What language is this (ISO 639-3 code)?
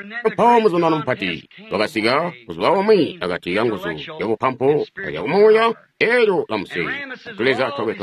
toi